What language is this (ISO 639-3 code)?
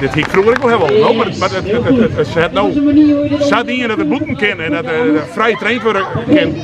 fry